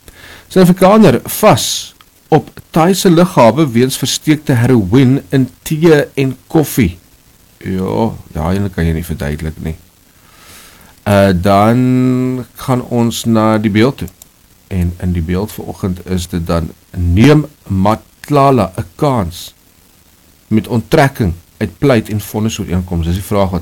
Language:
Afrikaans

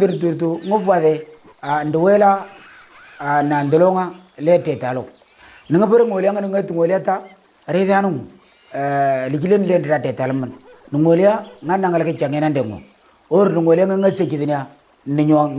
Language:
Moro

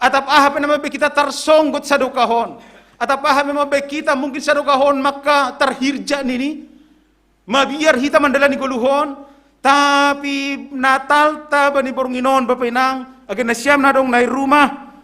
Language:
Batak Simalungun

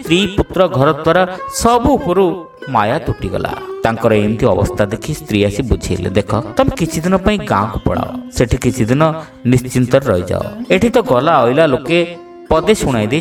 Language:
Odia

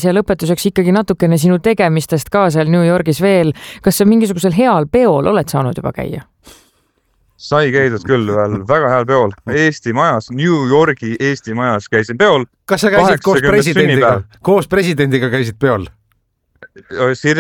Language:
Estonian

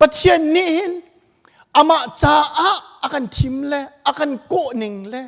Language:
Hakha Chin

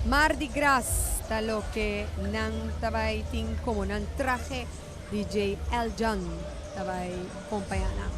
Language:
Papiamento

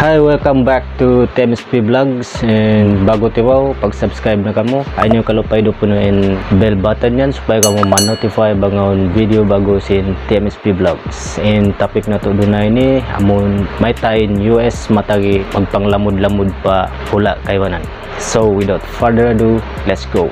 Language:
Tausug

